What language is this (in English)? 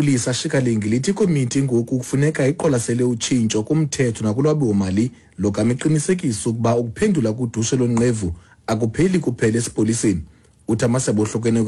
Xhosa